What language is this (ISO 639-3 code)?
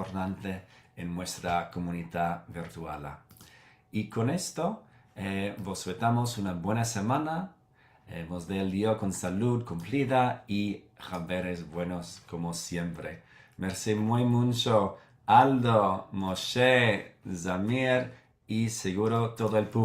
lad